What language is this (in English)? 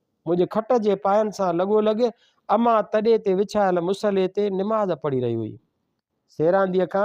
Sindhi